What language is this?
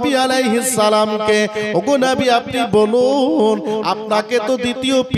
Bangla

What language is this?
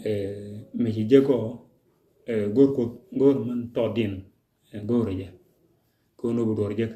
Nuer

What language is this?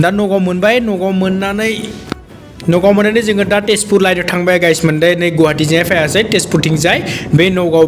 Bodo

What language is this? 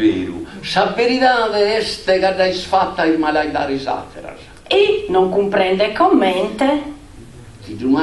Sardinian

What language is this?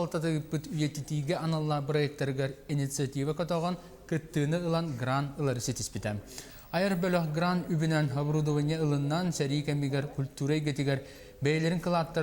Yakut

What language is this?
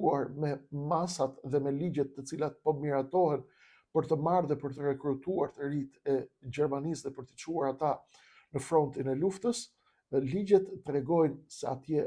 Albanian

